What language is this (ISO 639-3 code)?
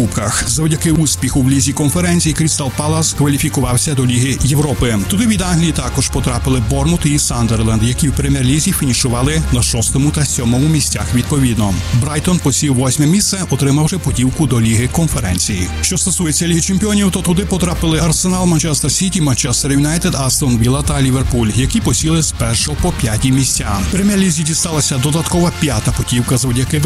ukr